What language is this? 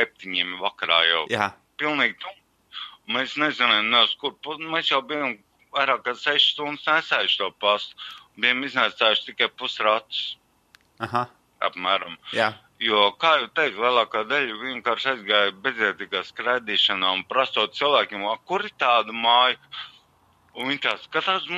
Latvian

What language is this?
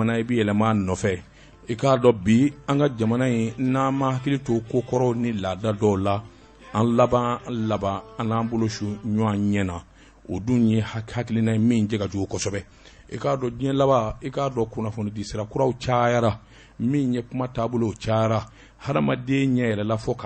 Bambara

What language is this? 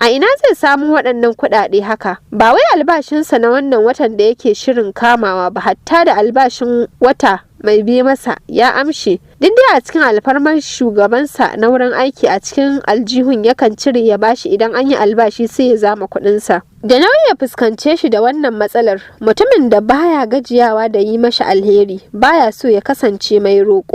Hausa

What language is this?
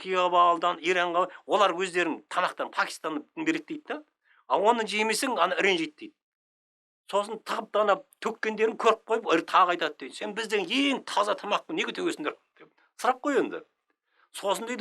Kazakh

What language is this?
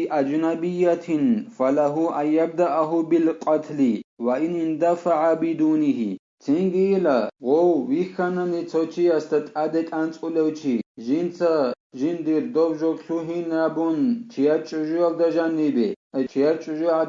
Avaric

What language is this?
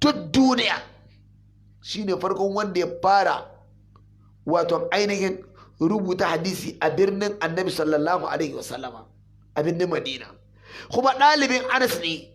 Hausa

